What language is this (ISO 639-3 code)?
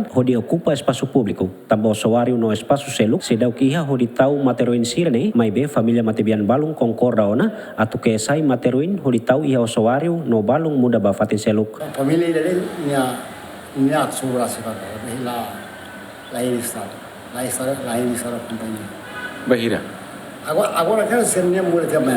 tet